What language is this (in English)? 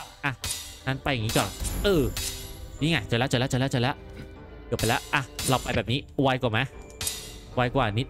Thai